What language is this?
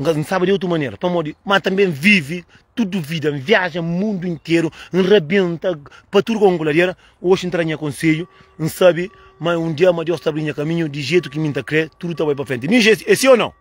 Kabuverdianu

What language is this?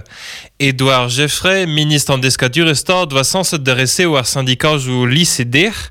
Breton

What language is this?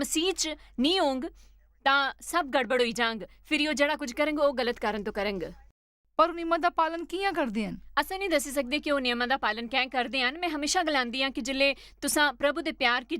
Dogri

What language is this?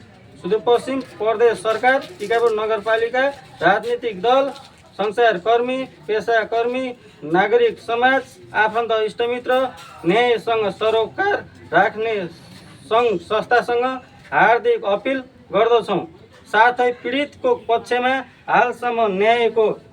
Nepali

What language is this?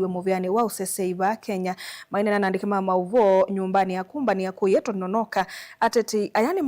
Kamba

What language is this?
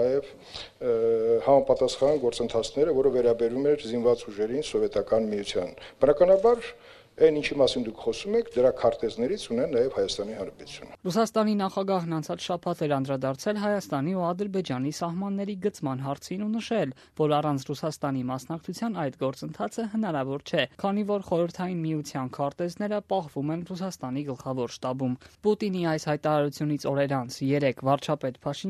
Armenian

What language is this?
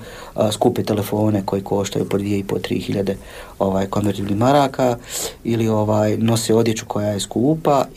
Bosnian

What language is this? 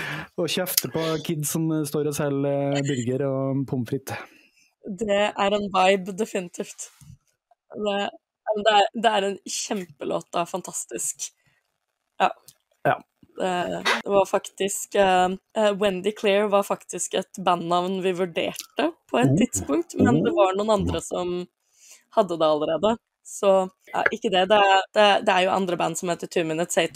Norwegian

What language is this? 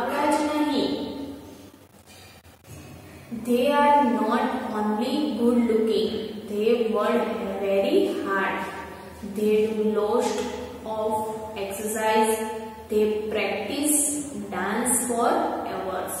Gujarati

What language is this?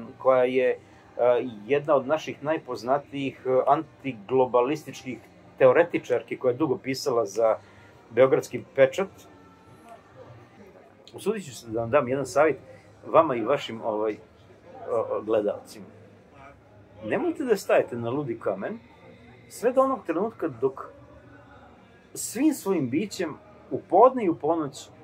Serbian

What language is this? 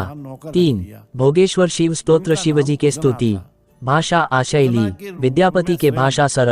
Maithili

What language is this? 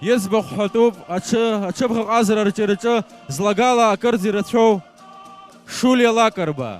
Abkhazian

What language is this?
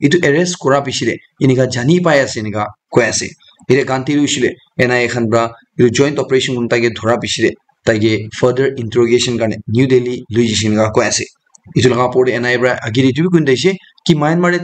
Naga Pidgin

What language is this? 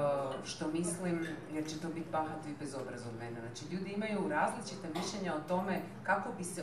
Croatian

